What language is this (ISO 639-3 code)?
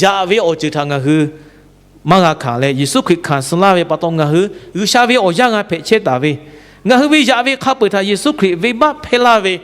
lhu